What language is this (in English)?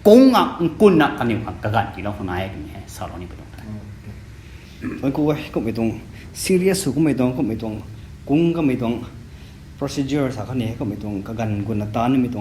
Rongmei Naga